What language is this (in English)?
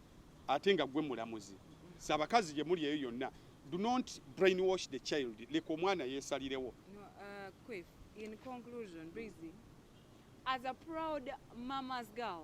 Ganda